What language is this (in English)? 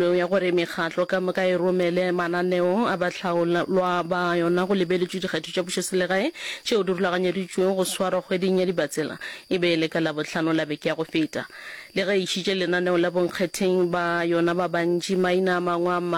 Northern Sotho